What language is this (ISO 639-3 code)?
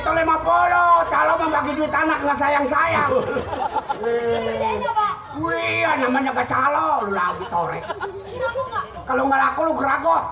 bew